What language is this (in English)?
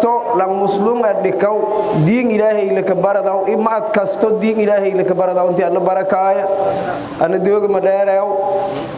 Somali